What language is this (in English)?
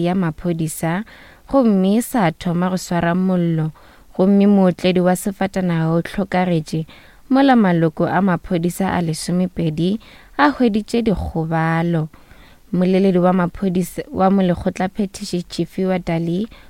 Northern Sotho